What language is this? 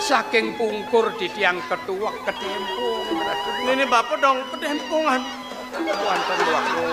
Balinese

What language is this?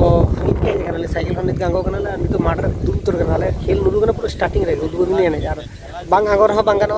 Santali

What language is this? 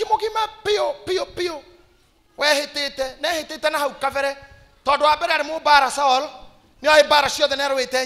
Kikuyu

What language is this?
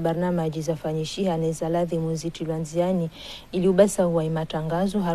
Ngazidja Comorian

